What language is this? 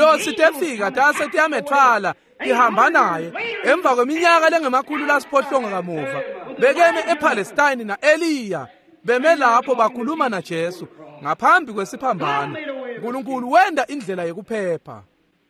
Swati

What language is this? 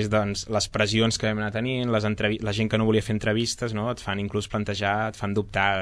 Catalan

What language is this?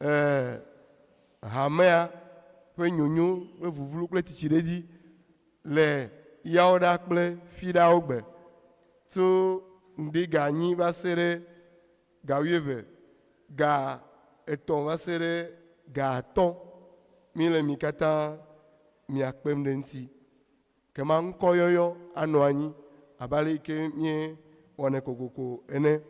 Ewe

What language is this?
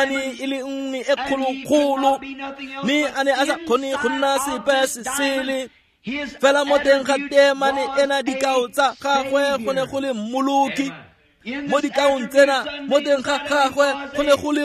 Tswana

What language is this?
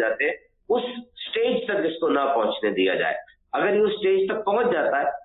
Urdu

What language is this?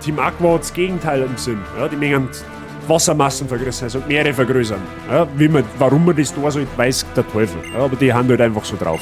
Bavarian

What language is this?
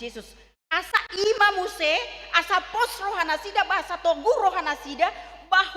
Batak Toba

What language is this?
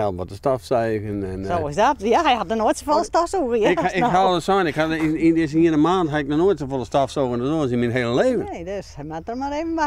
Western Frisian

